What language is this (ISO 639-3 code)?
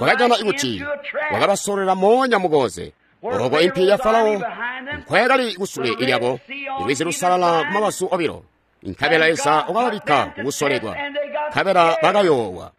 toi